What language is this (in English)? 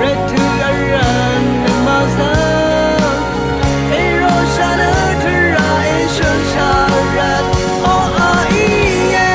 Rawang